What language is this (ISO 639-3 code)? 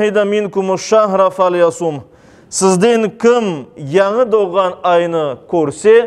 crh